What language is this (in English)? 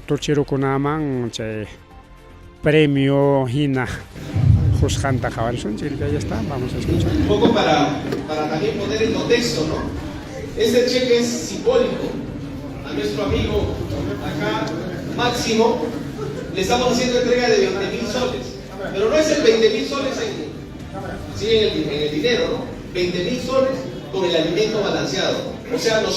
Ayacucho Quechua